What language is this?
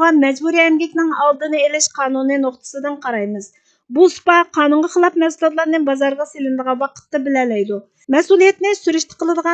Uyghur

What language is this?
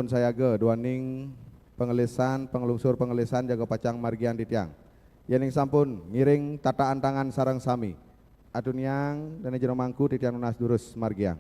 Balinese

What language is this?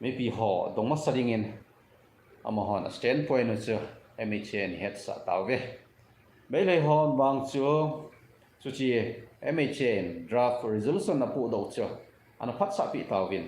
Thado Chin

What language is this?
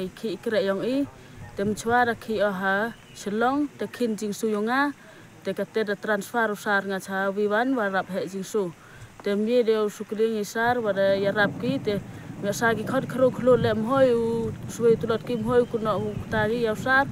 Khasi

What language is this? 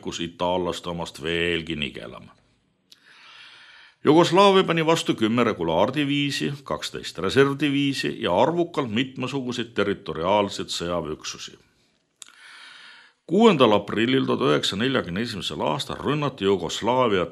Estonian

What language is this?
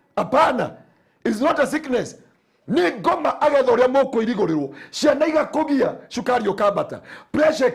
Kikuyu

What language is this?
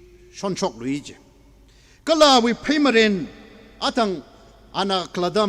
Tangkhul Naga (India)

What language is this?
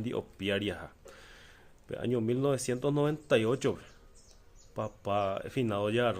Guarani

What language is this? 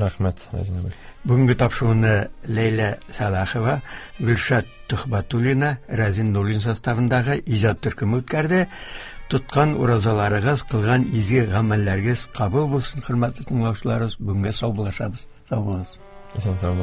Tatar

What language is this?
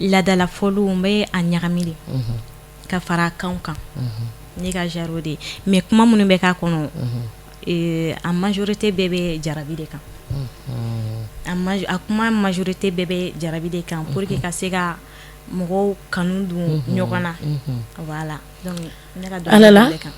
Bambara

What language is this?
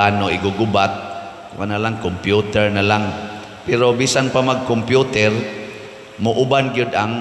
Cebuano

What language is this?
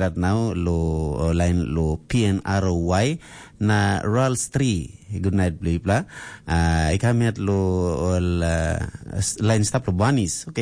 Tok Pisin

